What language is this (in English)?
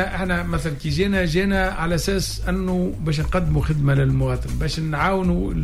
Tunisian Arabic